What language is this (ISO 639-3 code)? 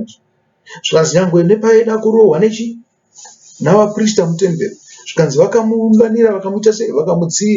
sna